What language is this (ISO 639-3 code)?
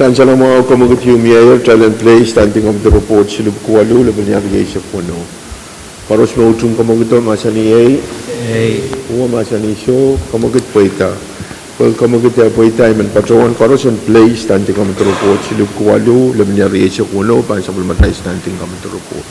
pon